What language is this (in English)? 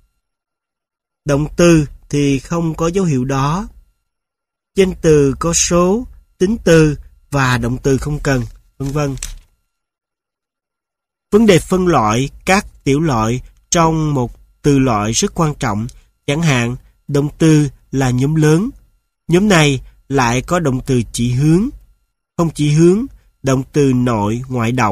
Vietnamese